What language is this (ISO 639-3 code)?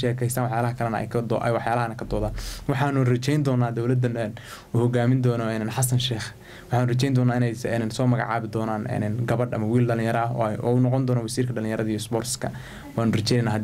som